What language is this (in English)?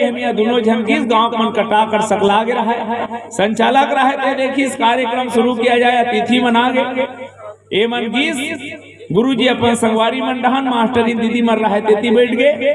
Chhattisgarhi